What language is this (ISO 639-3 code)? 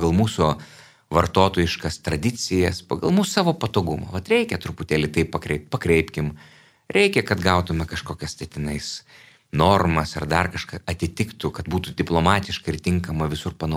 lit